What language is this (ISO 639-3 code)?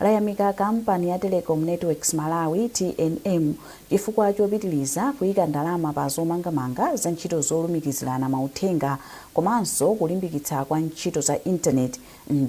nya